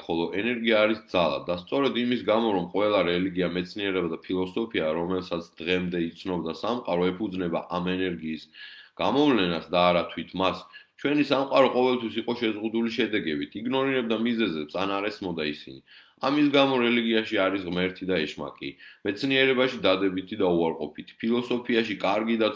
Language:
Georgian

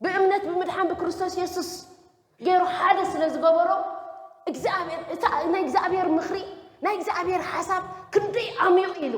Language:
Tigrinya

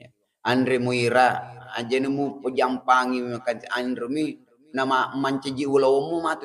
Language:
Buginese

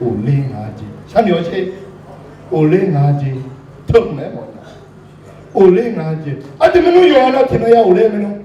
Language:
Akha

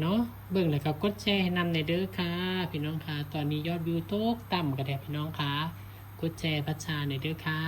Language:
Northeastern Thai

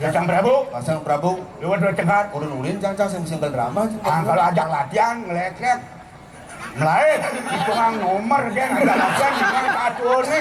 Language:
Balinese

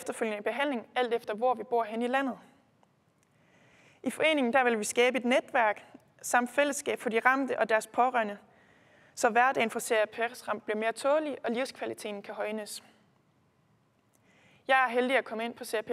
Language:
Danish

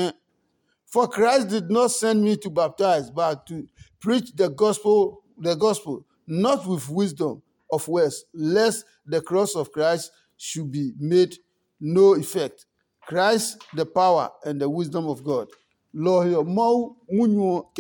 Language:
Adangme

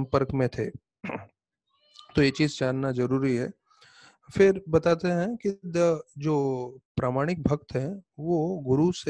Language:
Hindi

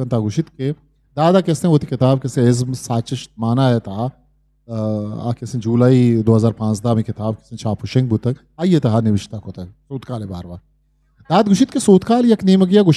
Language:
Eastern Balochi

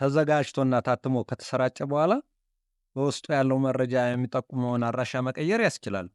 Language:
Amharic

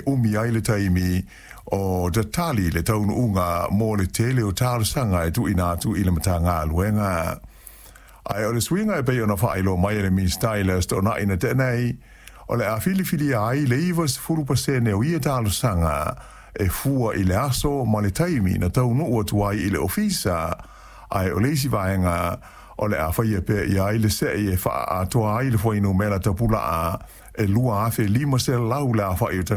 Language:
Samoan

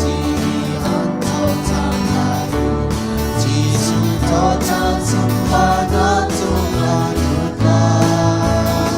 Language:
Hakha Chin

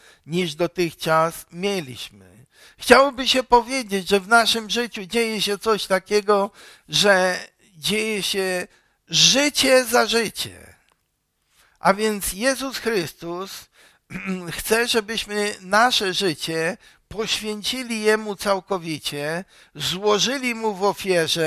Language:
Polish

